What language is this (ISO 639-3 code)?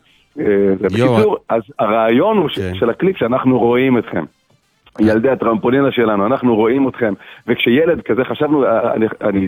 heb